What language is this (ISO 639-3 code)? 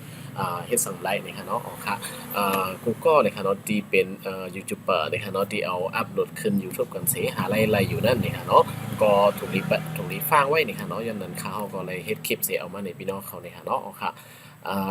shn